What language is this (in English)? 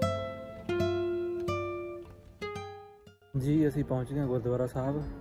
Punjabi